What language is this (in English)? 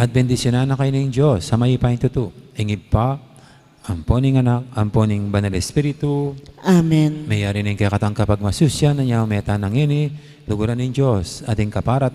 Pampanga